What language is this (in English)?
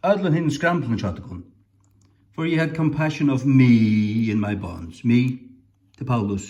Faroese